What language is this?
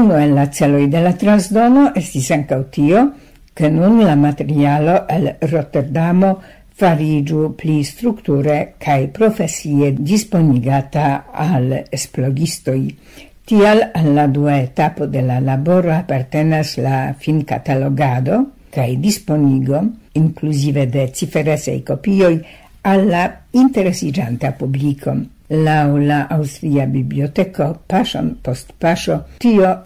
Esperanto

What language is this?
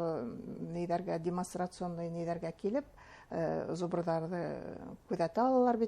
Bashkir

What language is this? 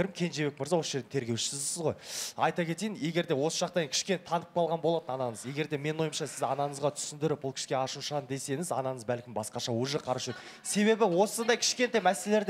Kazakh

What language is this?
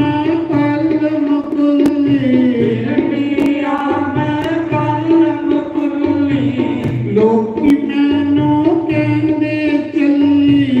Dogri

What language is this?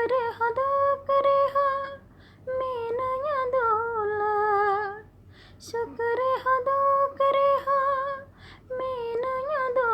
Santali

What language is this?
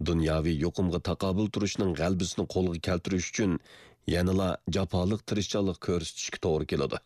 Uyghur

